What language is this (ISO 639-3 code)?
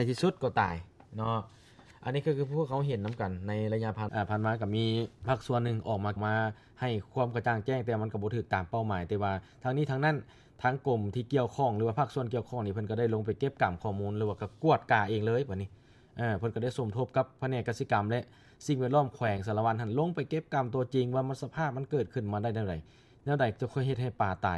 lao